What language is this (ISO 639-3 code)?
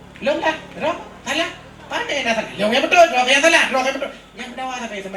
ace